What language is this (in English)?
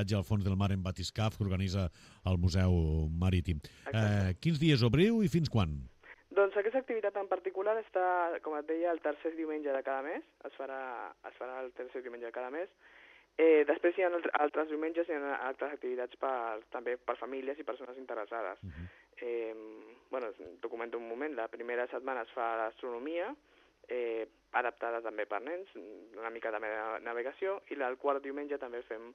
Catalan